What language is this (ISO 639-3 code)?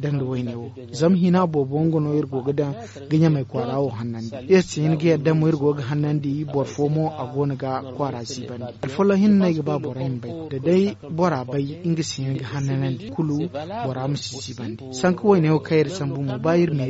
dje